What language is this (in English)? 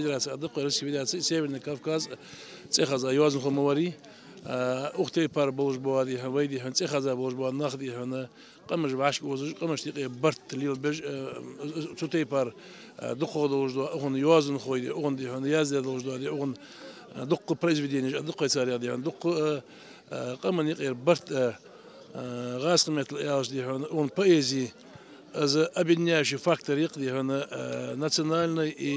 Ingush